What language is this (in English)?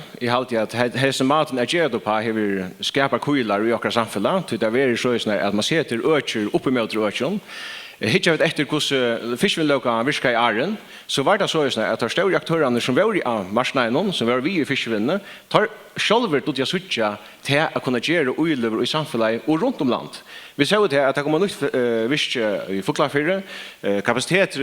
Faroese